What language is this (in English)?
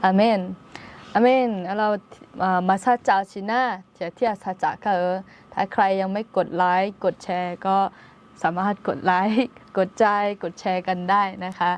Akha